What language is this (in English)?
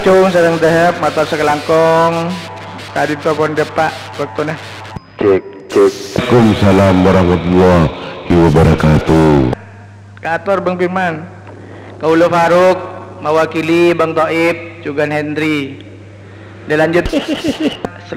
Madurese